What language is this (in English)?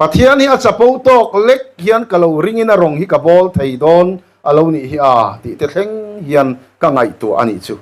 Mizo